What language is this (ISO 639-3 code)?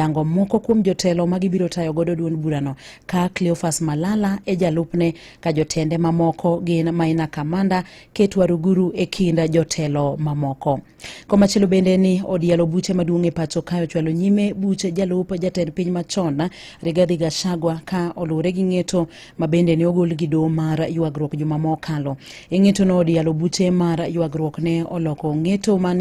luo